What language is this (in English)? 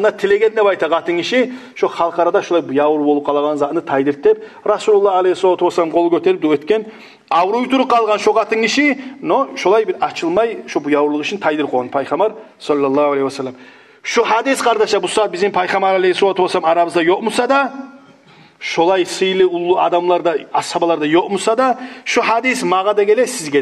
Kumyk